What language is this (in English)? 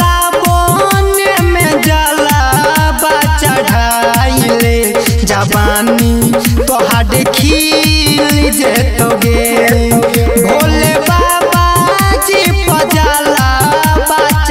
Bhojpuri